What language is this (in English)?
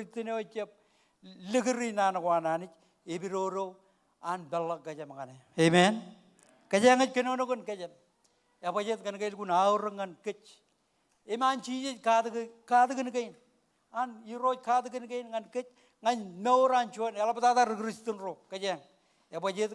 Marshallese